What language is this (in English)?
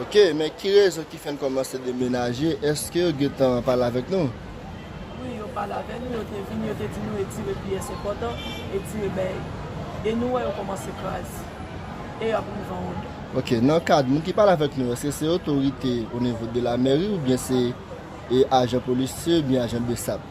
Haitian Creole